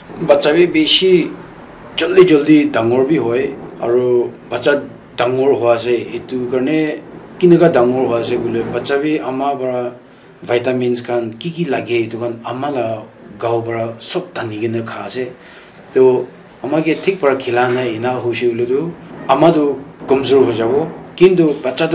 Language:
Naga Pidgin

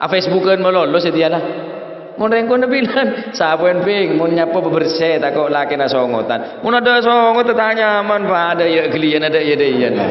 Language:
Madurese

